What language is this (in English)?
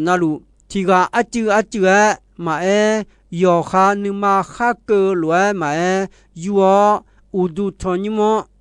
Akha